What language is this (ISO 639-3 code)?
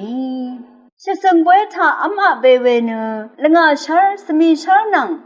raw